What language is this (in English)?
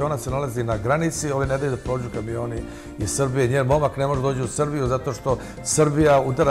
Serbian